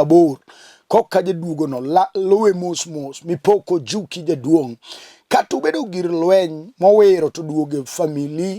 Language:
Luo (Kenya and Tanzania)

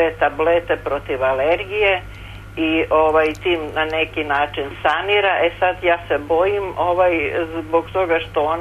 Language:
Serbian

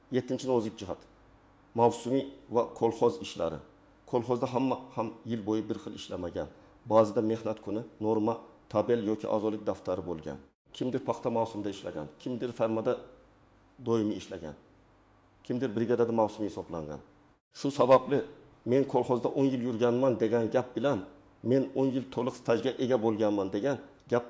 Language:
Uzbek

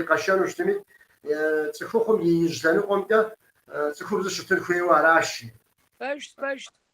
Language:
Kabardian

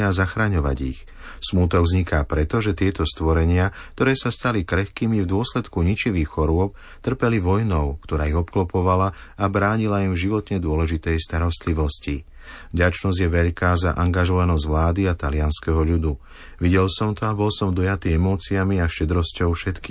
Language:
Slovak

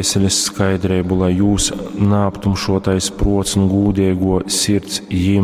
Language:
Latgalian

